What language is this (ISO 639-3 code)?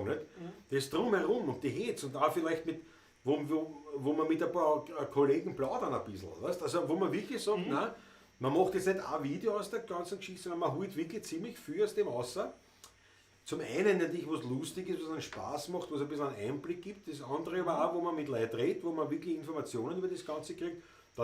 bar